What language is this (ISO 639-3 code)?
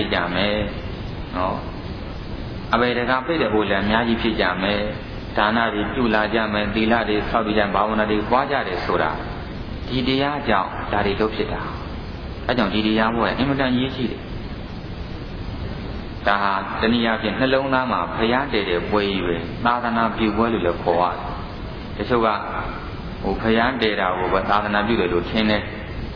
mya